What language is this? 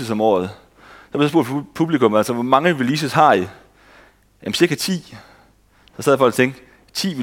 Danish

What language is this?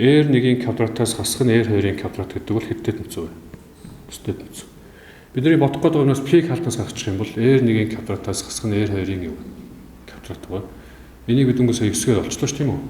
Mongolian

